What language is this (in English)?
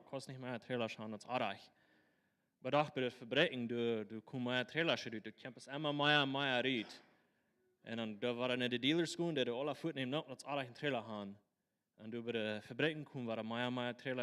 Plautdietsch